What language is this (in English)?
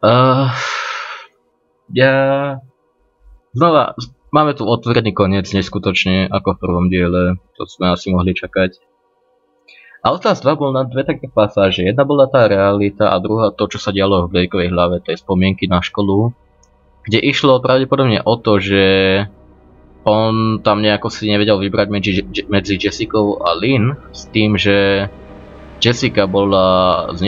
Slovak